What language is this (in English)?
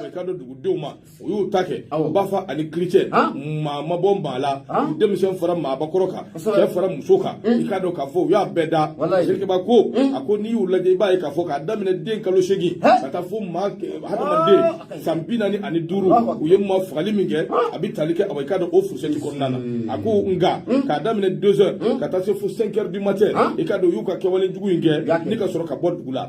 Bambara